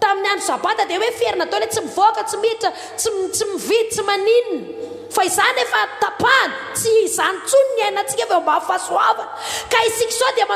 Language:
Malagasy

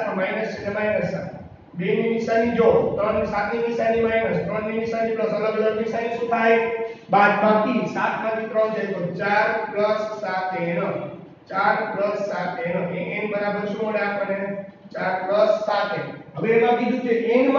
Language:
Gujarati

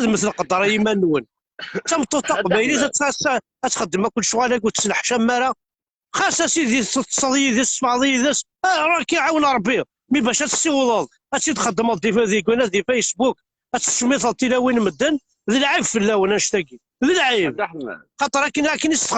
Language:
Kabyle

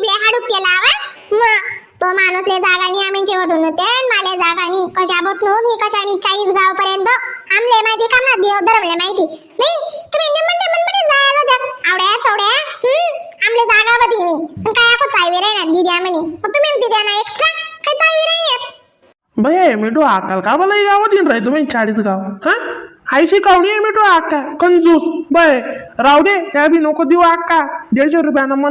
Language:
Khandesi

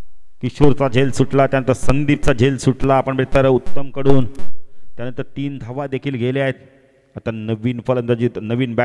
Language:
Marathi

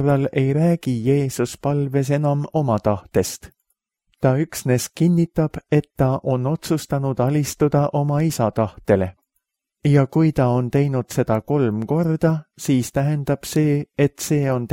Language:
Estonian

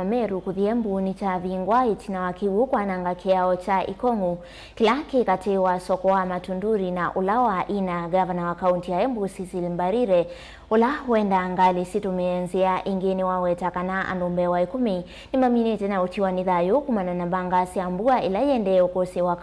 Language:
Kamba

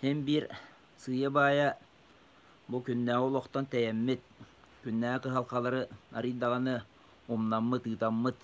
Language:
Yakut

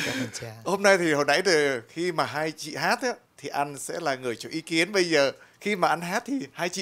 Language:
Vietnamese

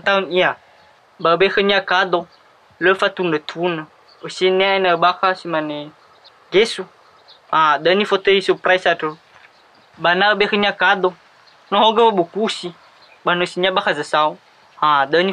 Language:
Nias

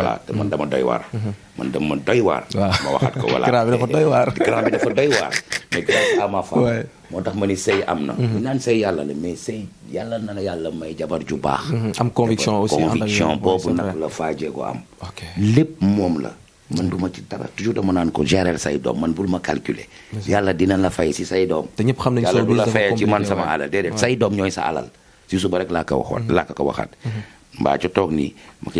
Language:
Wolof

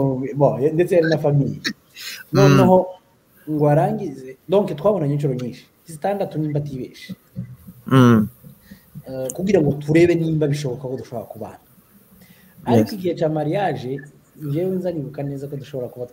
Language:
Kinyarwanda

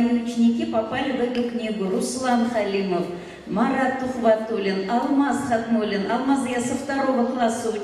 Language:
Bashkir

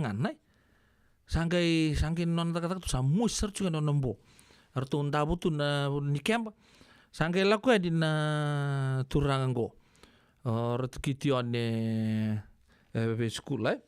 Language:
Fijian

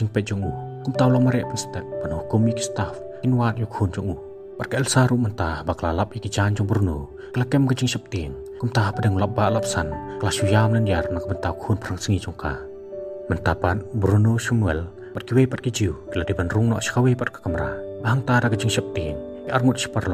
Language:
Khasi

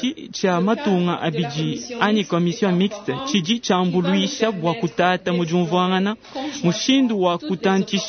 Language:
Luba-Lulua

